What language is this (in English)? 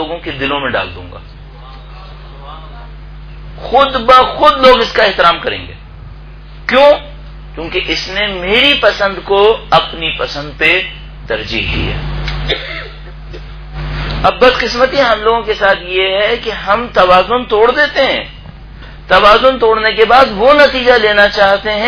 Urdu